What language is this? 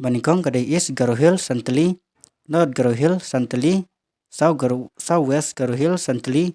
Khasi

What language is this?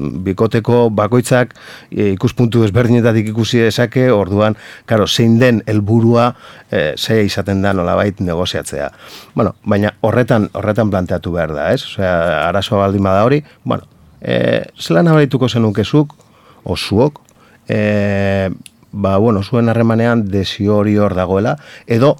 Basque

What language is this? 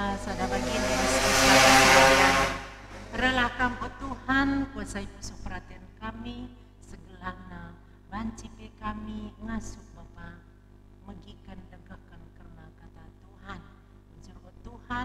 Batak Karo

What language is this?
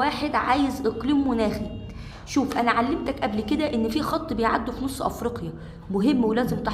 Egyptian Arabic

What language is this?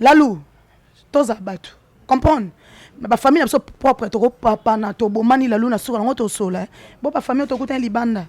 Lingala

